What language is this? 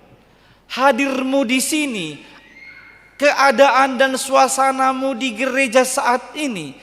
Batak Toba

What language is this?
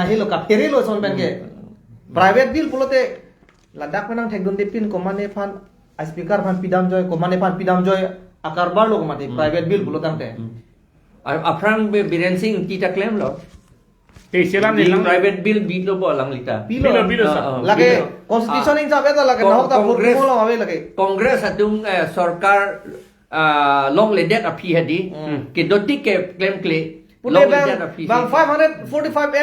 Karbi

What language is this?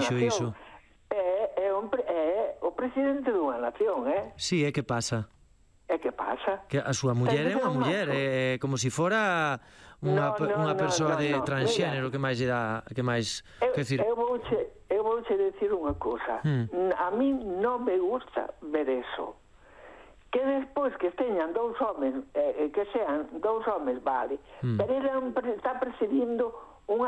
Galician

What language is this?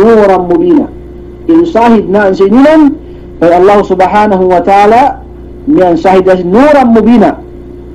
Yakan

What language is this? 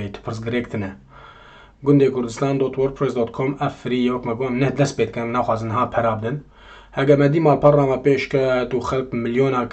Kurdish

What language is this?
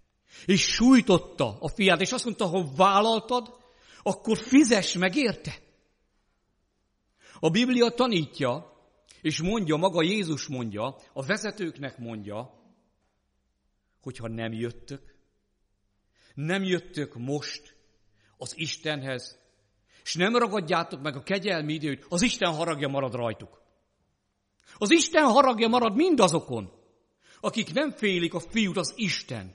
Hungarian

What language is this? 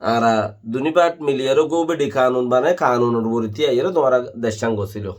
Rohingya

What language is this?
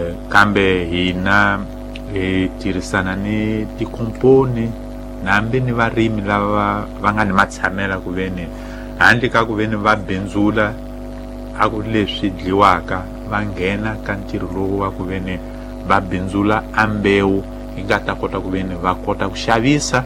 Tsonga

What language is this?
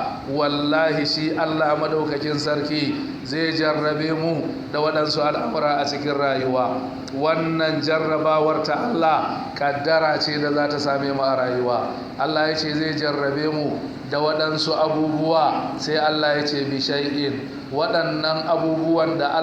Hausa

